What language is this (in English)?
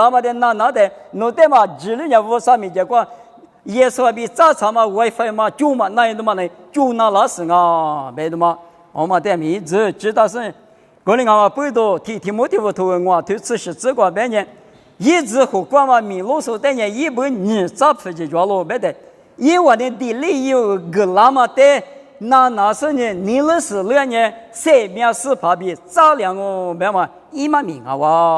Lisu